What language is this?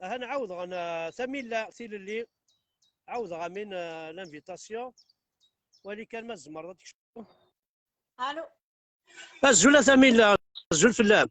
Kabyle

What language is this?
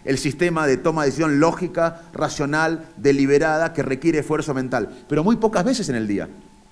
Spanish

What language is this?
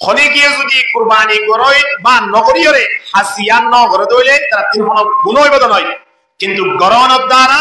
Rohingya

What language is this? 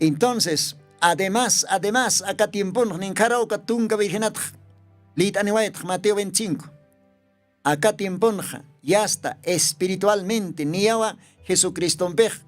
Aymara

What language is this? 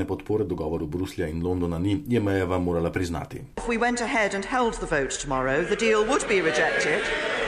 Slovenian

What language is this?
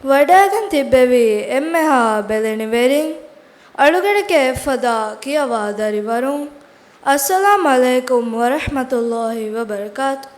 Divehi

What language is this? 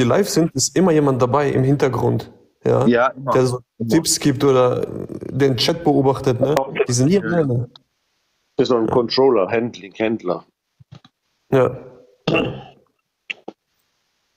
German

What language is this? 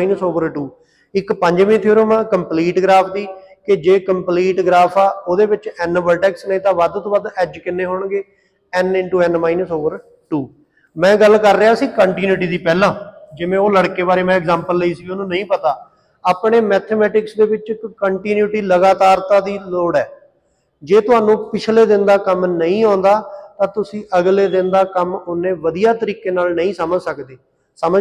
Punjabi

